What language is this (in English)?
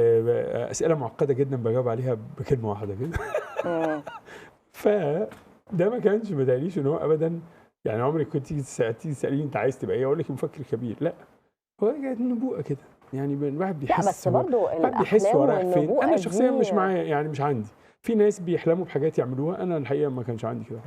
Egyptian Arabic